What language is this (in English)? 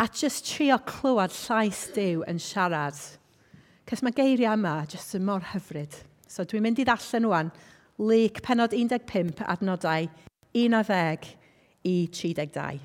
Welsh